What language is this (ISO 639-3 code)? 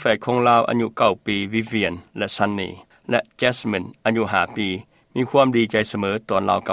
lao